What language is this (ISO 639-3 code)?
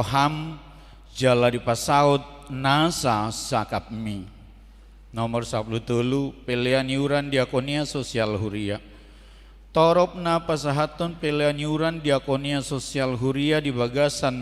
bbc